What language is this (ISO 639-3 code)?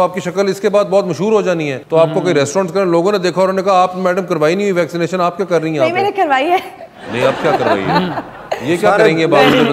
hin